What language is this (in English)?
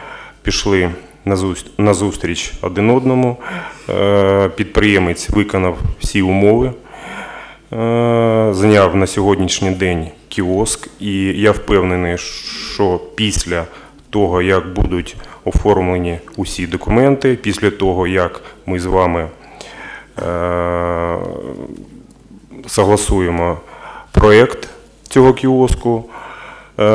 Ukrainian